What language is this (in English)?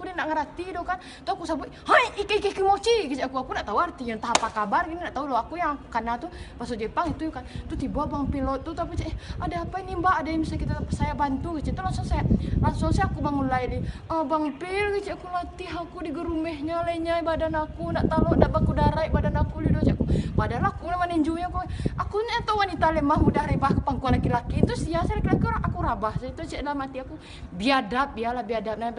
Minangkabau